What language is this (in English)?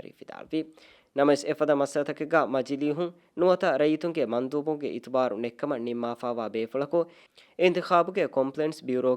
Divehi